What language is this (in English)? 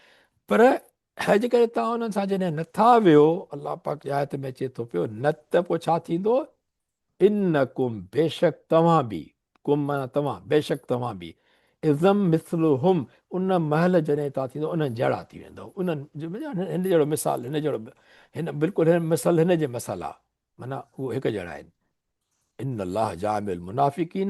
Sindhi